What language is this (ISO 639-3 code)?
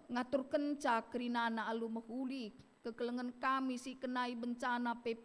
btx